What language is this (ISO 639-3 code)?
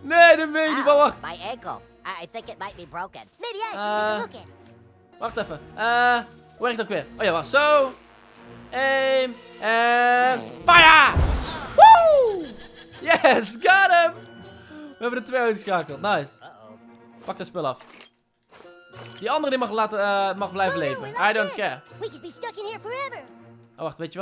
nld